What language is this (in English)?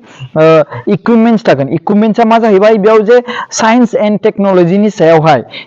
Bodo